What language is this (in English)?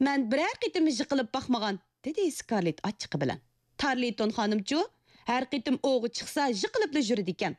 Uyghur